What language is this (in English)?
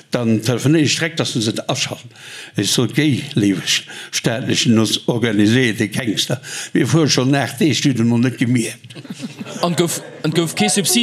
Luxembourgish